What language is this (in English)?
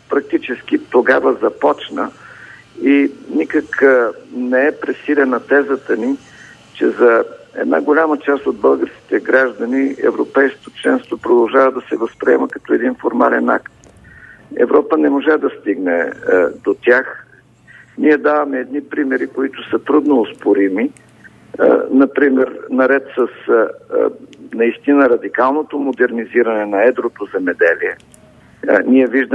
Bulgarian